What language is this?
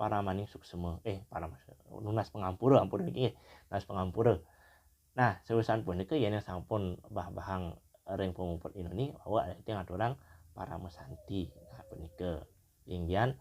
Balinese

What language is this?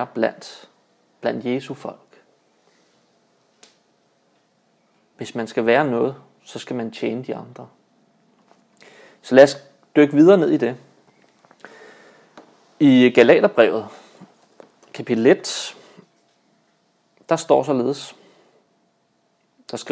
Danish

